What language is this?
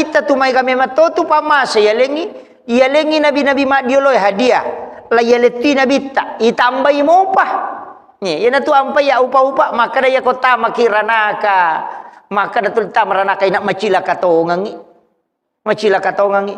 Buginese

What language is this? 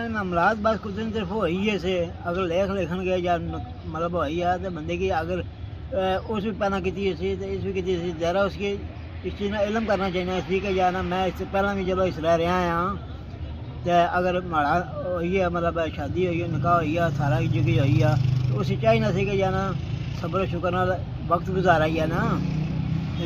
Pahari-Potwari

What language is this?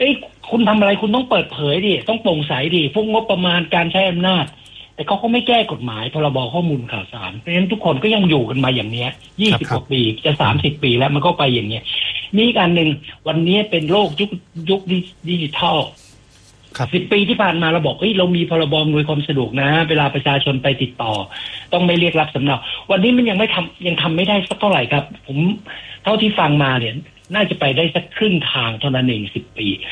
Thai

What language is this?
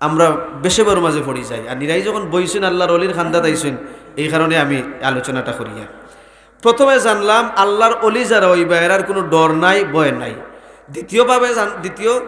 Sylheti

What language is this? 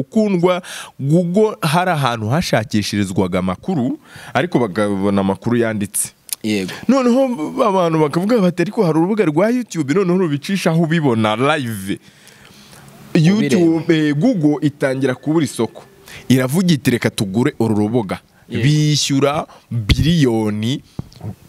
Kinyarwanda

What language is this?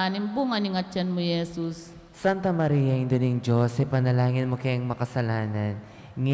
Pampanga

